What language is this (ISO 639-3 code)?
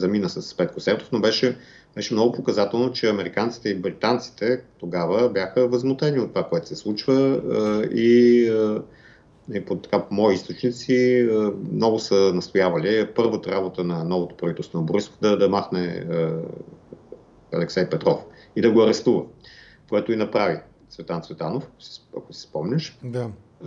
bul